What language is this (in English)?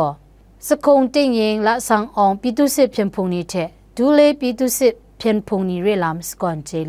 Kachin